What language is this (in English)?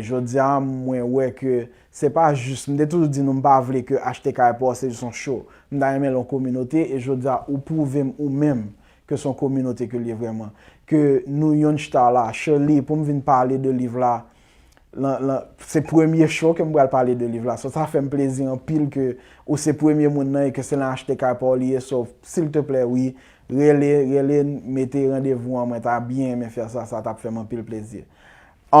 Haitian Creole